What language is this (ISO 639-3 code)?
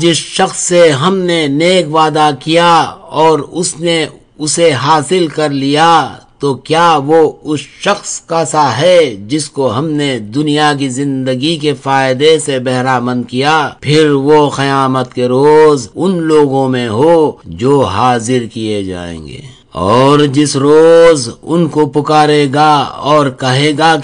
urd